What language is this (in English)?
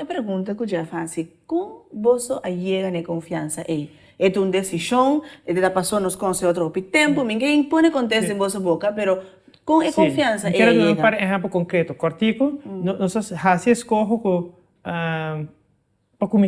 Papiamento